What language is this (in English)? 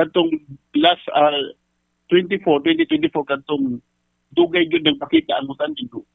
Cebuano